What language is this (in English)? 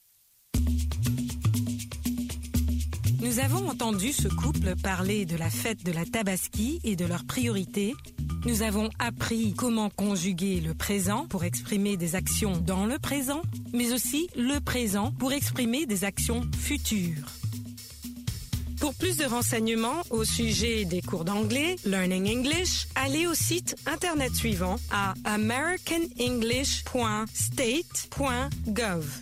French